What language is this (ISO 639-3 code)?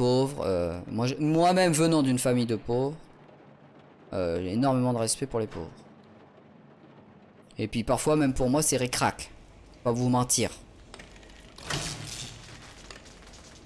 fra